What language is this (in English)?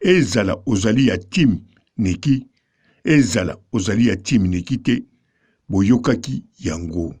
Lingala